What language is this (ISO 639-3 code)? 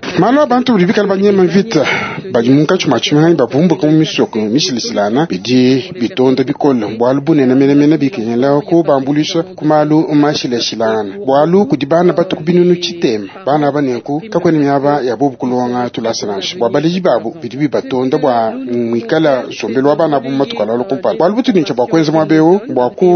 lua